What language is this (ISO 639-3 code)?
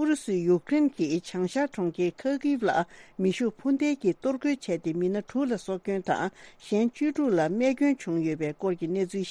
bod